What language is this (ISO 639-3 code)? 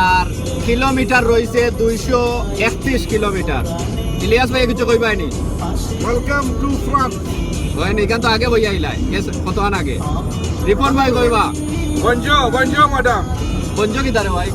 syl